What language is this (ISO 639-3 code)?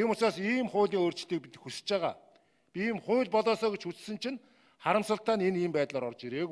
mon